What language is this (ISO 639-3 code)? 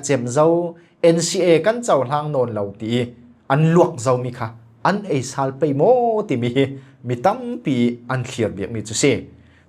cfm